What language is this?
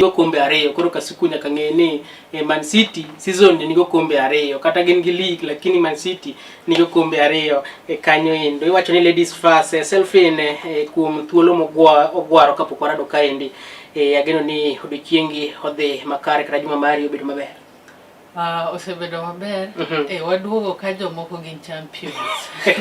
Luo (Kenya and Tanzania)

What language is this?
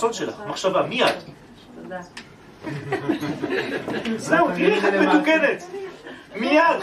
Hebrew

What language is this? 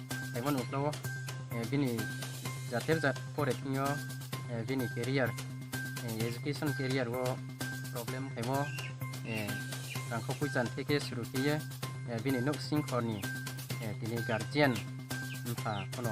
Riang (India)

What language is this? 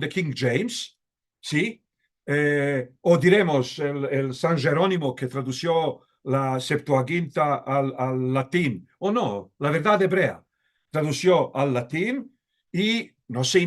Ladino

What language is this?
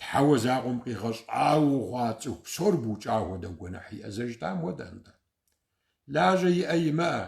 Kabardian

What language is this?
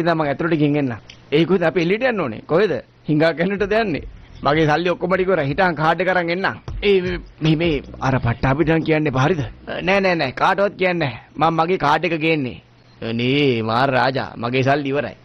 Sinhala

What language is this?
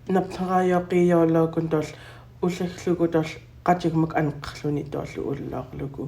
Central Yupik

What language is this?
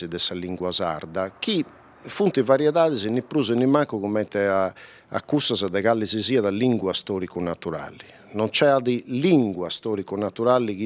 Sardinian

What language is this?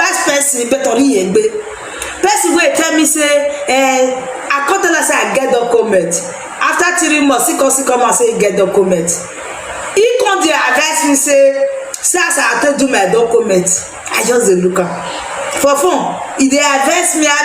Nigerian Pidgin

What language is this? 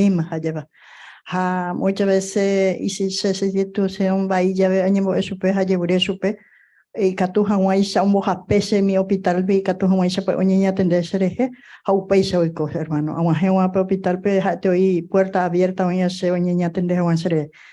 Guarani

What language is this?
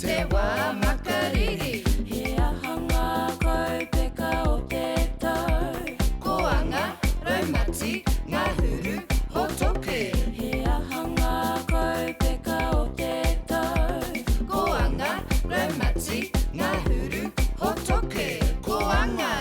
Māori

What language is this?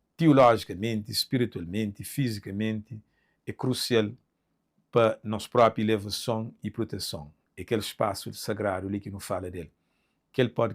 Kabuverdianu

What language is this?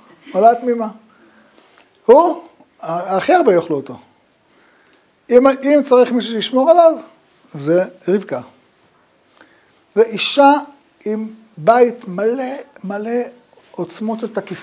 Hebrew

